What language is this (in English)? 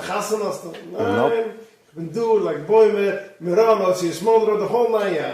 Yiddish